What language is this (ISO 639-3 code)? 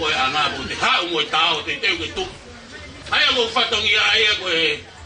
ton